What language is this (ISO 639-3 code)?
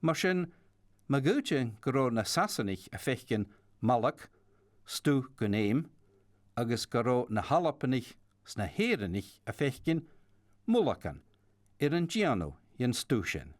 gla